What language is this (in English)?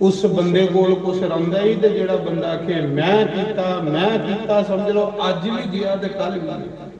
Dogri